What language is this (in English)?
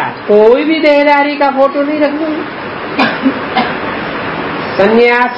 Hindi